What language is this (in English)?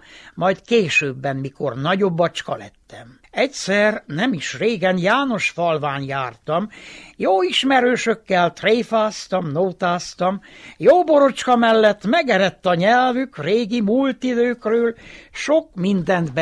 Hungarian